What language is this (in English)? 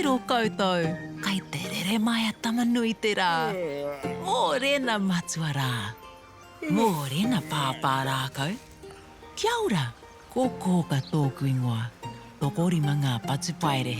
Māori